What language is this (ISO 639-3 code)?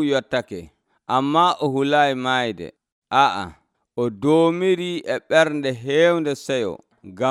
fuv